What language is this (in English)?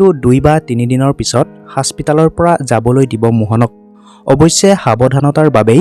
Assamese